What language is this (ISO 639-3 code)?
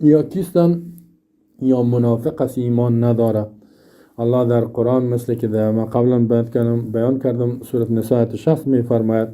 fas